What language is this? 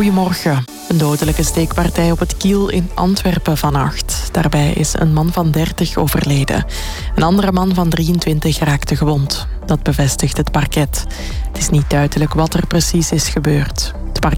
Dutch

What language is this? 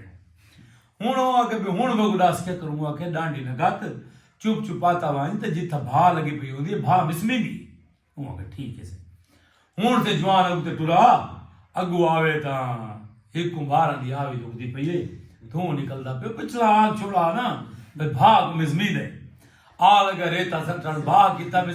Saraiki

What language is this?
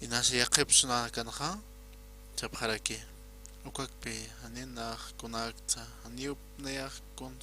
Aymara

